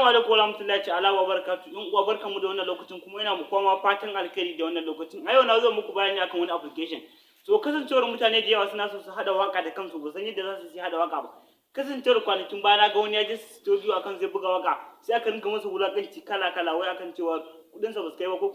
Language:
Hausa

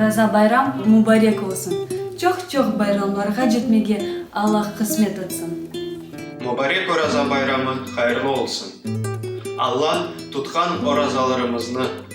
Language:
Crimean Tatar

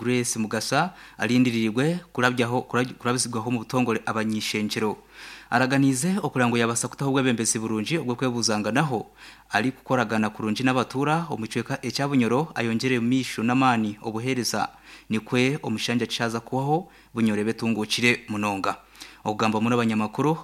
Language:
Nyankole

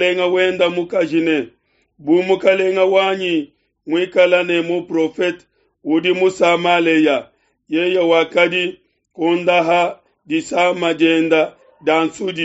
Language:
Luba-Lulua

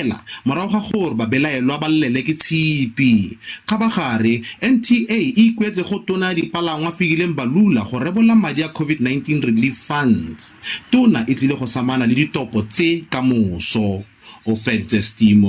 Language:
Tswana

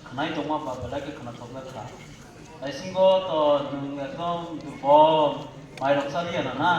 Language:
Kok Borok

